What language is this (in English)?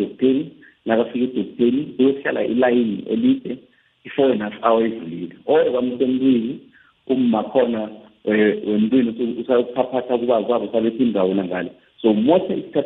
South Ndebele